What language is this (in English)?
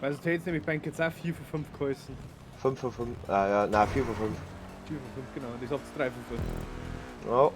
Bavarian